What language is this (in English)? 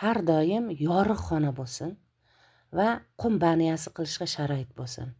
Uzbek